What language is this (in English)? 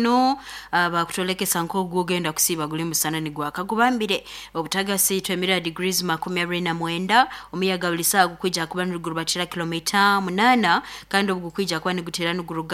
Nyoro